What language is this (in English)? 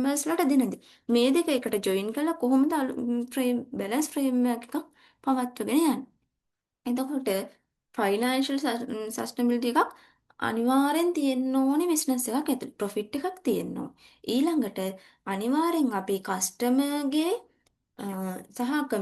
Sinhala